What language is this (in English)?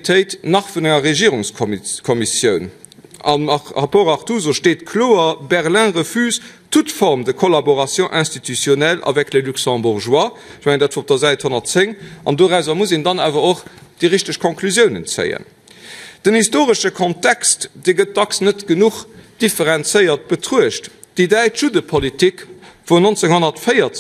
Luxembourgish